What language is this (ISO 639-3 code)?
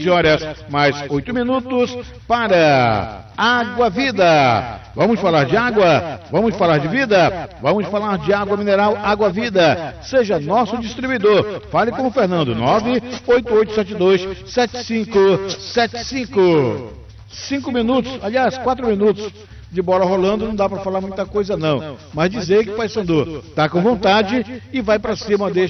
por